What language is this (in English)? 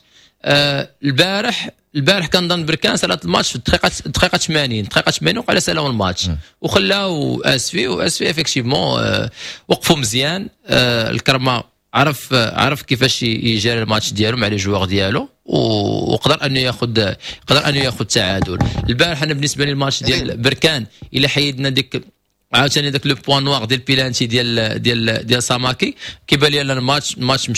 Moroccan Arabic